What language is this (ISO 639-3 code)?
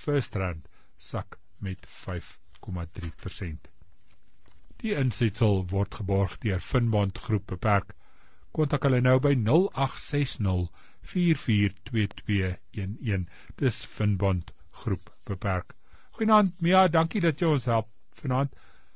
afr